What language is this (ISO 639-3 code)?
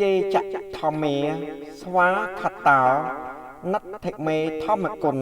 khm